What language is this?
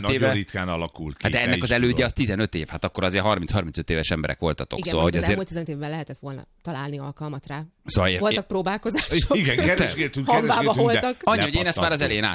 Hungarian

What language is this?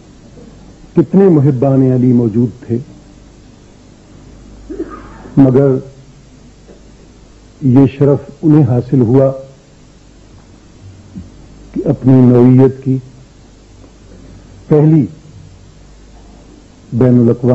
Urdu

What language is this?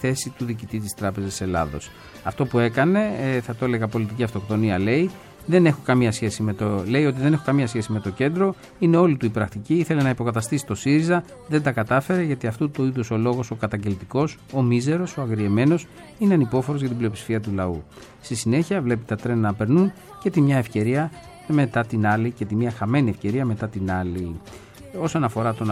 Greek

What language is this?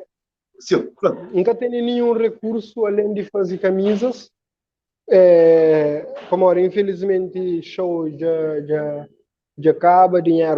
Kabuverdianu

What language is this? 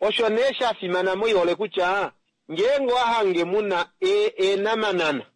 Kuanyama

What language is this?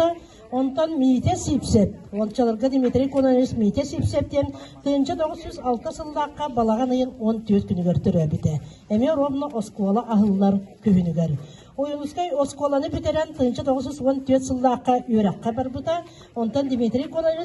Yakut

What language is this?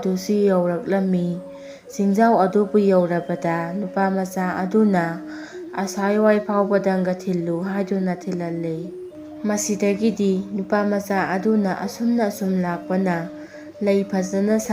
Manipuri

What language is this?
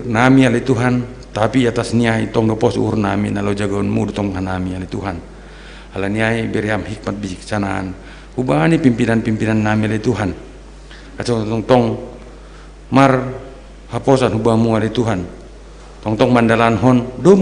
Batak Simalungun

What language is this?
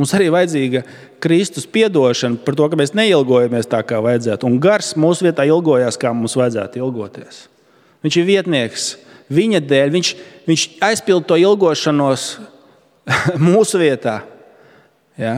Latvian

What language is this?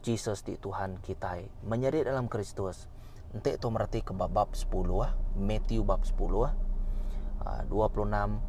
Iban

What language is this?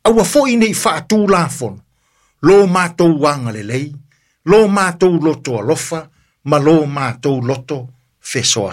Samoan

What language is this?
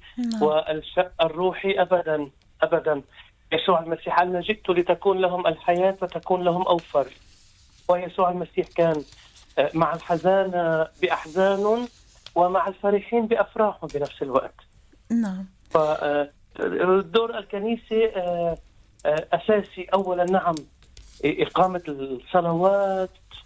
North Levantine Arabic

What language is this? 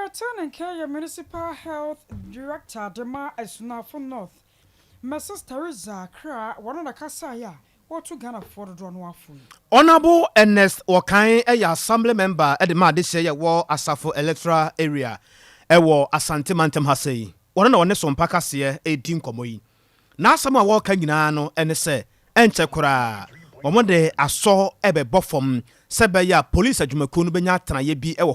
Akan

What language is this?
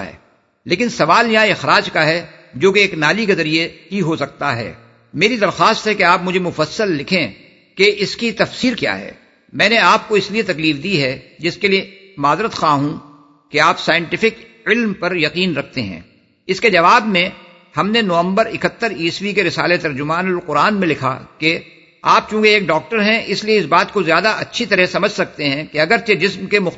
Urdu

